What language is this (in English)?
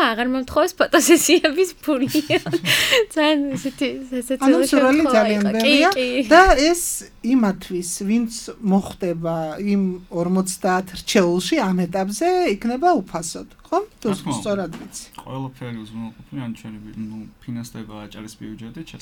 Georgian